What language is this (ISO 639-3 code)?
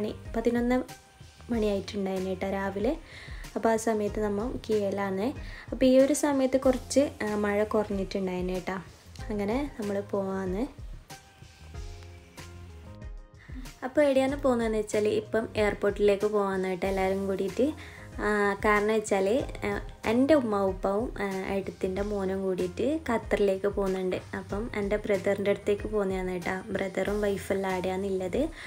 mal